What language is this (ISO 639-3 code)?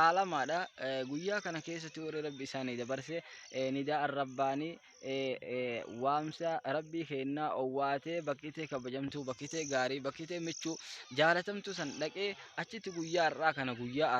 orm